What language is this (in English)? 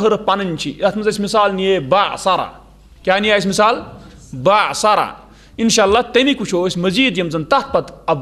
Kashmiri